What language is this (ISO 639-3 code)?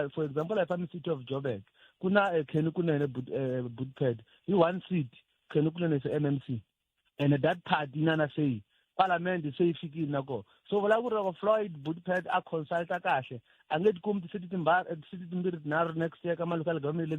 tso